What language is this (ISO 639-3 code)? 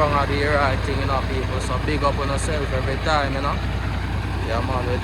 jam